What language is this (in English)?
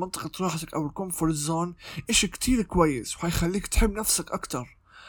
North Levantine Arabic